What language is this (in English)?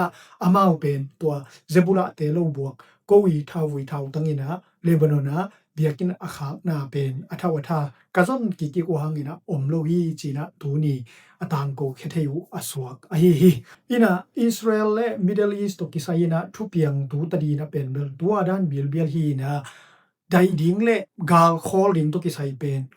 Tedim Chin